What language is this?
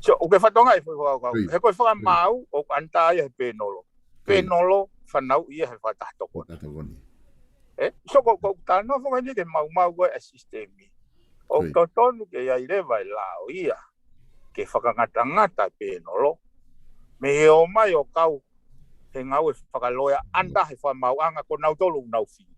Tongan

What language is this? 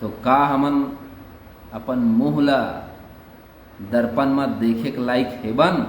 Chhattisgarhi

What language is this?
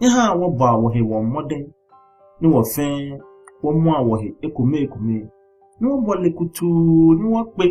Ga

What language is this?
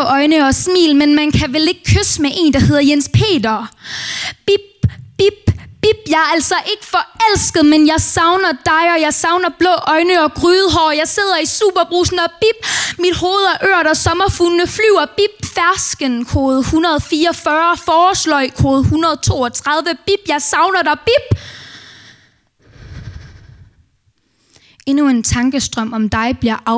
Danish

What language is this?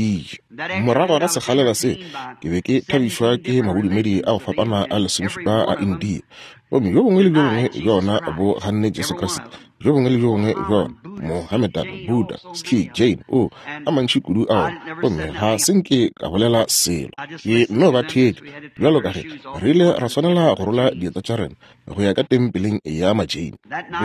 Northern Sotho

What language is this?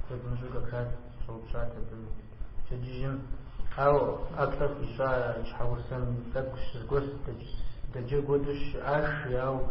Kabardian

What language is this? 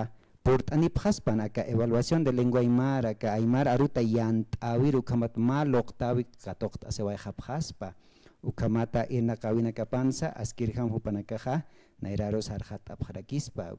Aymara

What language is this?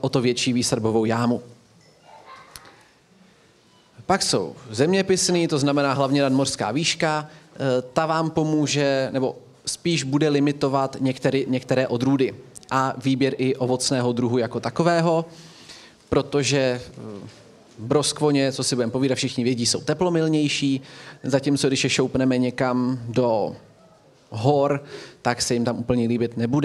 Czech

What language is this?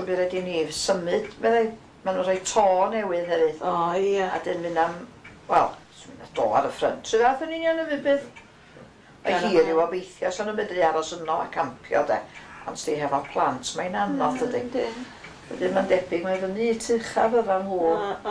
Welsh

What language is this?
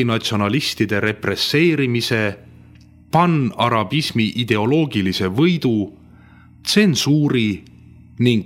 Estonian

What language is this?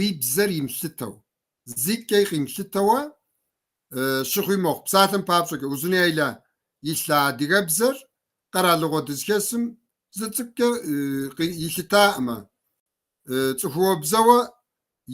Kabardian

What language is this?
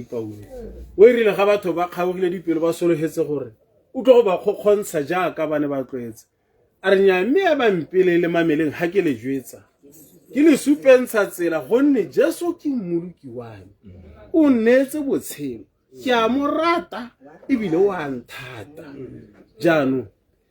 Tswana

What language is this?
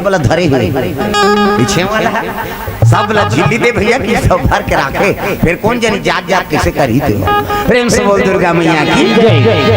Chhattisgarhi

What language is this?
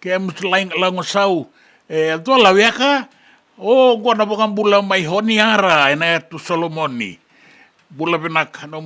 Fijian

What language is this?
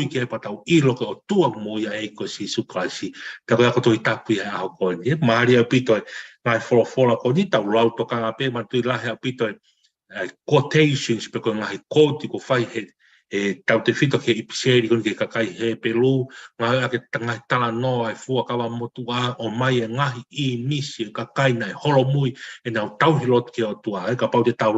Tongan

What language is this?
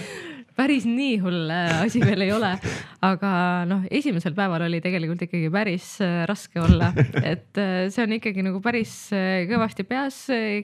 Estonian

